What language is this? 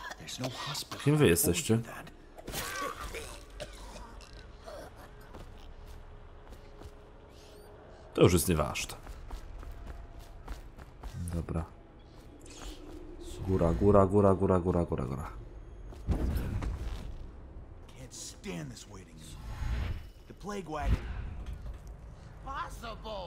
Polish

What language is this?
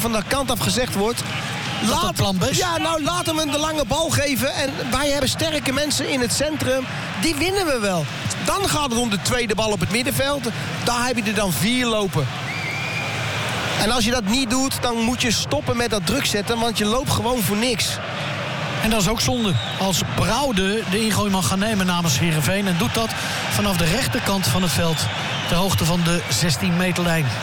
Dutch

